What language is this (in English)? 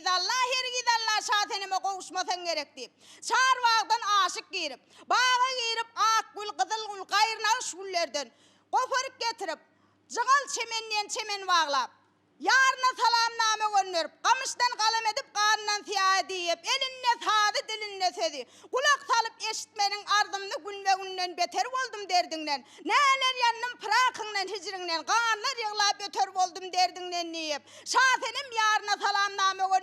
Turkmen